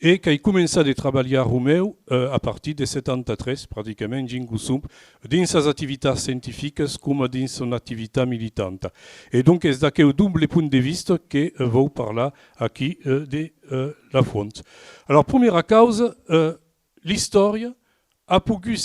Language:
Occitan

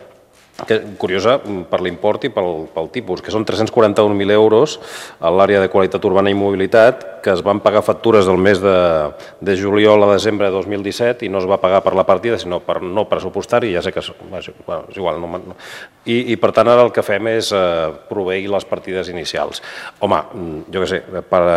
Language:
Catalan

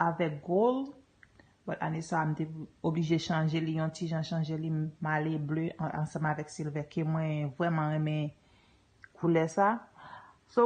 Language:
Haitian Creole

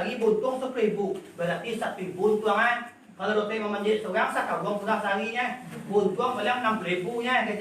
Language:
Minangkabau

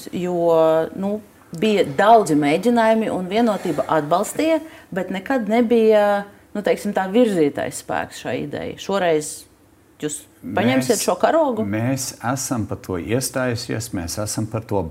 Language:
Latvian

